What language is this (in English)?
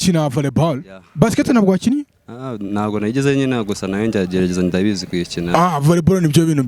Kinyarwanda